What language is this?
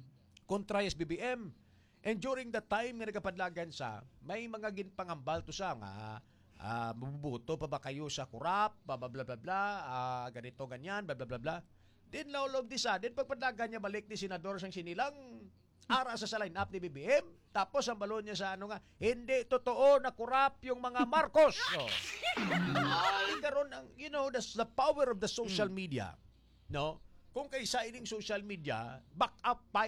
Hiligaynon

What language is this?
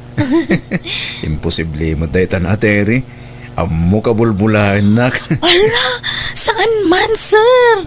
Iloko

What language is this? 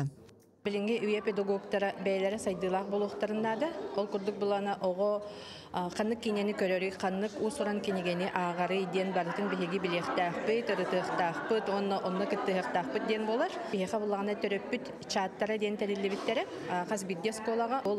Yakut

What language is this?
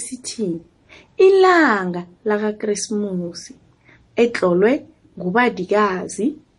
South Ndebele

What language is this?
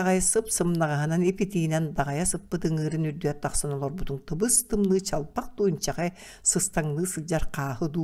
Yakut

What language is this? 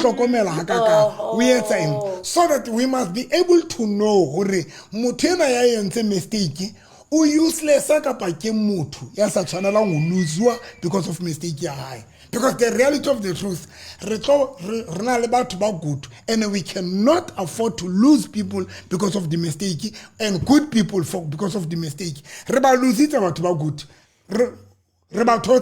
Southern Sotho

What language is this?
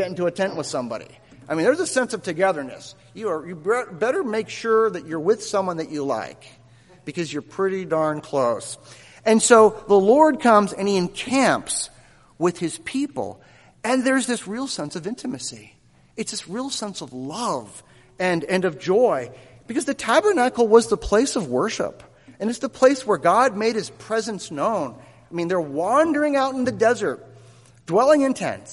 English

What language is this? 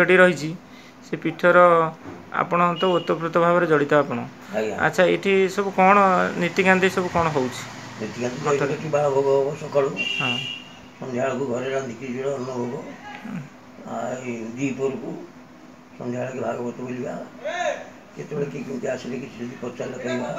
Odia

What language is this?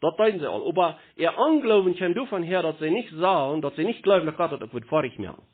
Plautdietsch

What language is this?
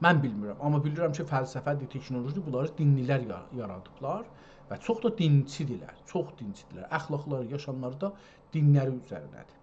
South Azerbaijani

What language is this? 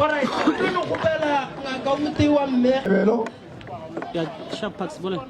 Northern Sotho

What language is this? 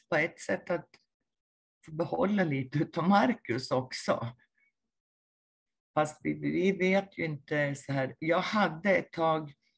Swedish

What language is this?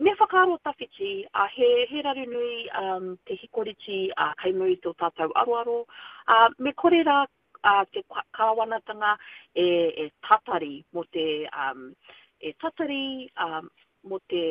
Māori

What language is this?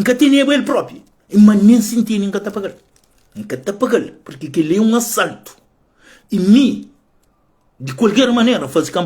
Kabuverdianu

